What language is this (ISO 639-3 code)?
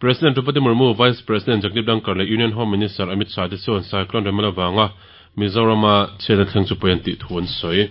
lus